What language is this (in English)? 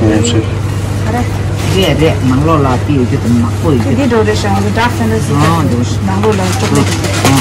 Tibetan